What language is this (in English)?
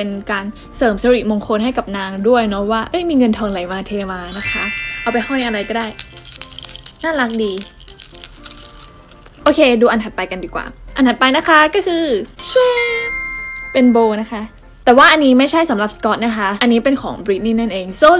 Thai